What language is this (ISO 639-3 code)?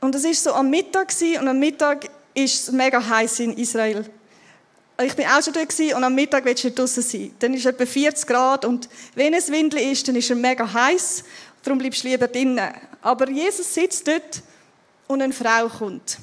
gsw